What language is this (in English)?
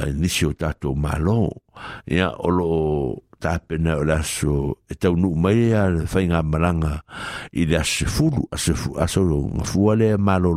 Samoan